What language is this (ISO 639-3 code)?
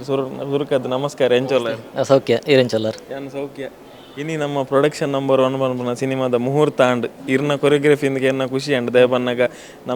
tcy